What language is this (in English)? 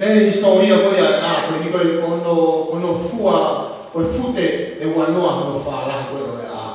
Tongan